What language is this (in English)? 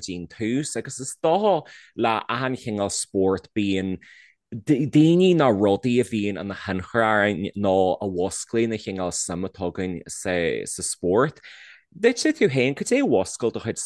Irish